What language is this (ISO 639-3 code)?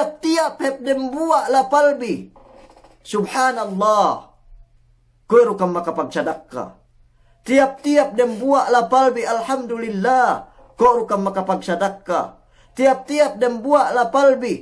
yka